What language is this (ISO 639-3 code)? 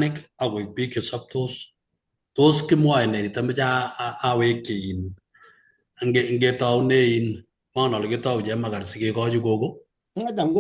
kln